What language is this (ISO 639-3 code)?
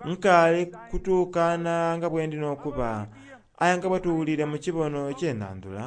xog